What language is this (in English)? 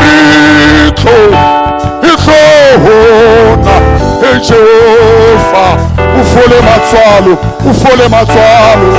Tswana